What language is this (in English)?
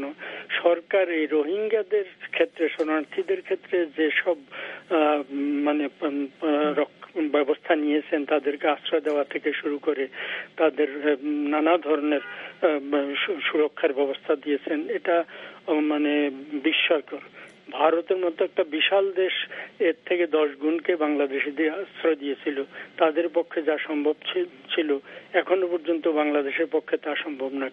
Bangla